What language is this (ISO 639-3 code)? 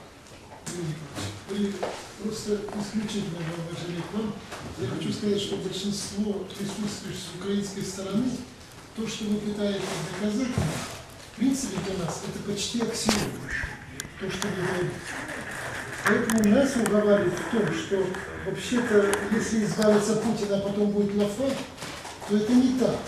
rus